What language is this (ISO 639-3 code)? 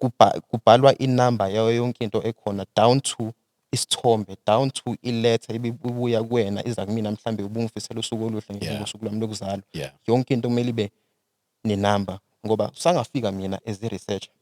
zul